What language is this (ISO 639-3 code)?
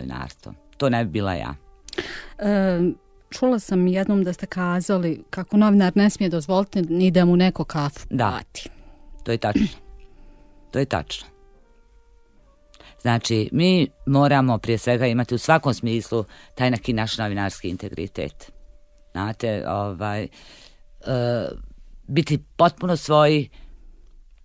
bos